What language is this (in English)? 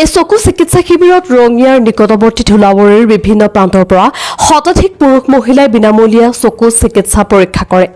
Assamese